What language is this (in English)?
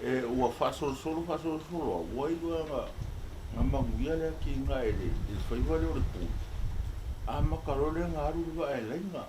Samoan